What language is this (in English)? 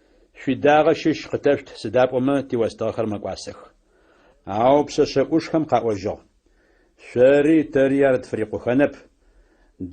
Adyghe